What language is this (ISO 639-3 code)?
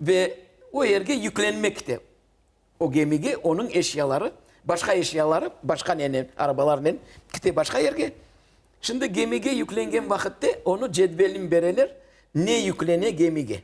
crh